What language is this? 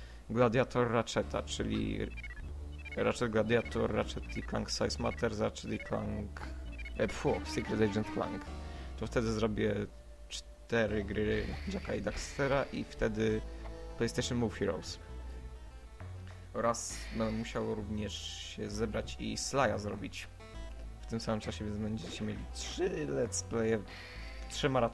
Polish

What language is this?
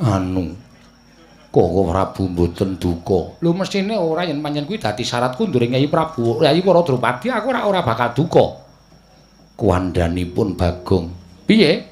Javanese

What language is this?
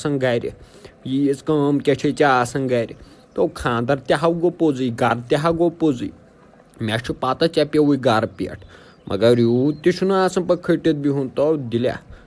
Kashmiri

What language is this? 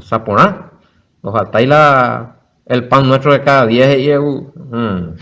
Guarani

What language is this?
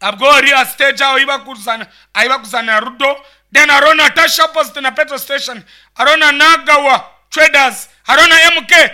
Nyankole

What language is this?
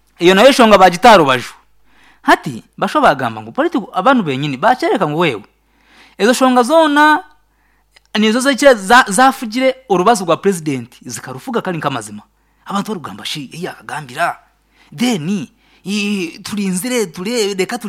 Nyankole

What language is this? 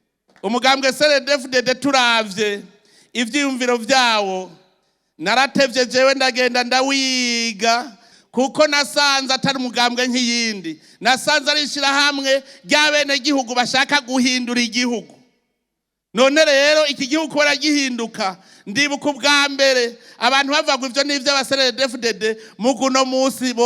Rundi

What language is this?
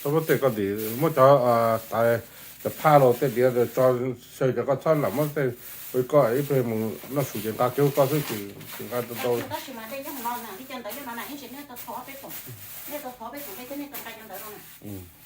Hmong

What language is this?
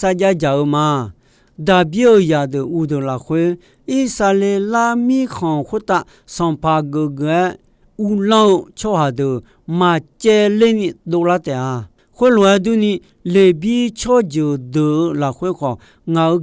Akha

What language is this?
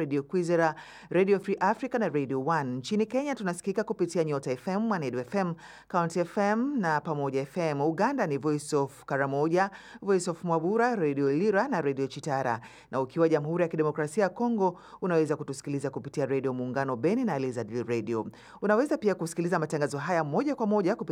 Swahili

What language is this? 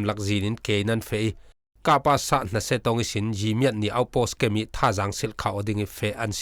Falam Chin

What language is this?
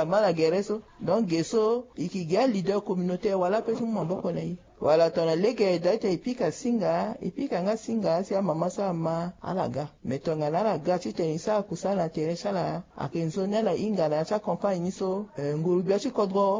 Sango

